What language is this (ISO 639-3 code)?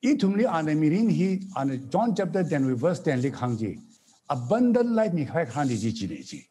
nmf